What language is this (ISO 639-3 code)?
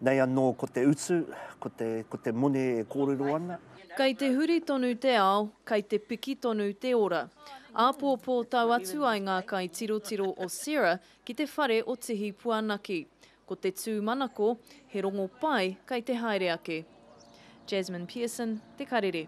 mri